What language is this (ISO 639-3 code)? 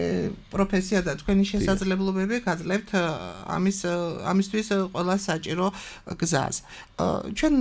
kat